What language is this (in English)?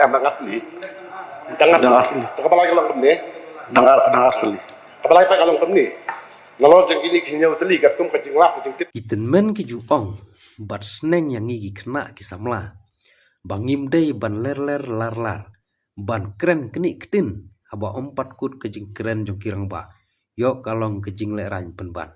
Khasi